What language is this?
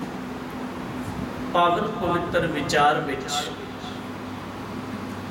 Punjabi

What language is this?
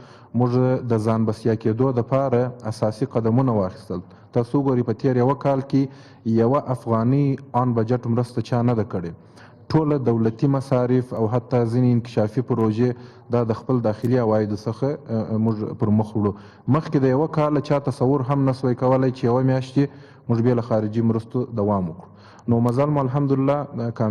Pashto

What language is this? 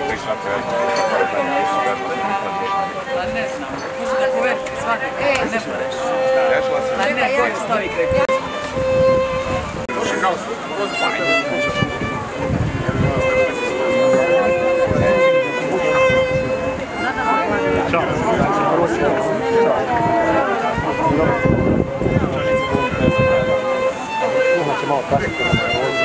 Croatian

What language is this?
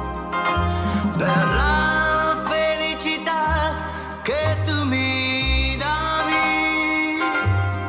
Italian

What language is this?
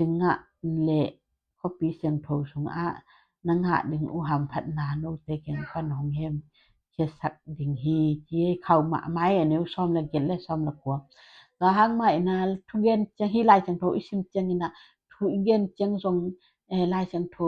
Tedim Chin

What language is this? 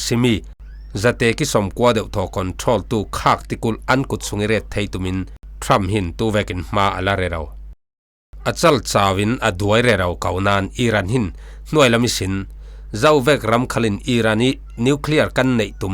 Falam Chin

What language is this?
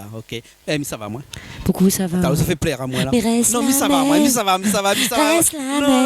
Réunion Creole French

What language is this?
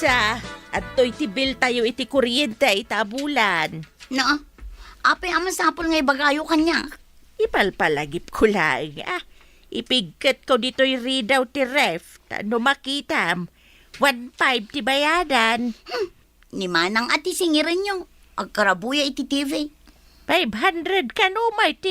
Iloko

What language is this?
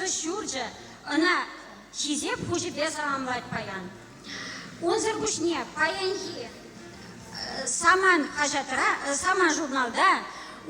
Chuvash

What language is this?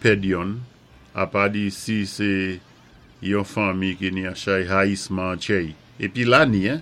Saint Lucian Creole French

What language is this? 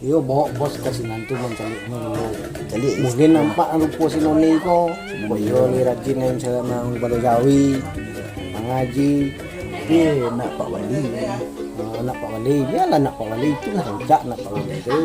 Minangkabau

